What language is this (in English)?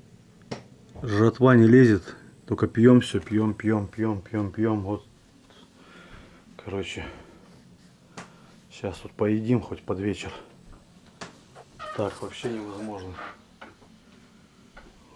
Russian